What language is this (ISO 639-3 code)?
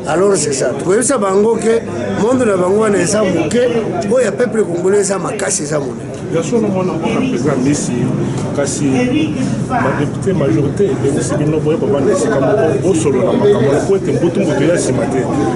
lin